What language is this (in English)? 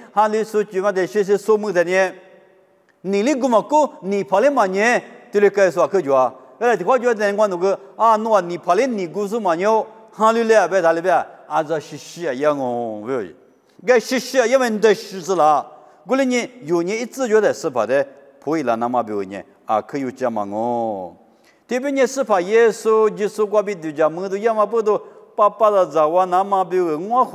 Lisu